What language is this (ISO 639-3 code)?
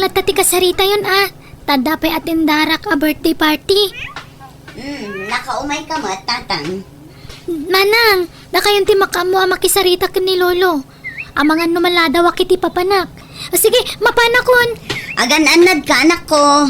ilo